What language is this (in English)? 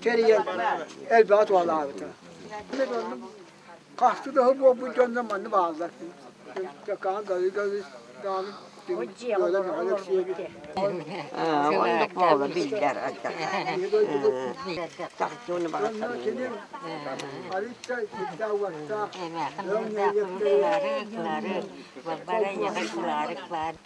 Yakut